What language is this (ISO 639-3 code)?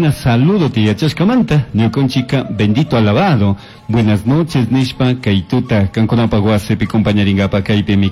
qug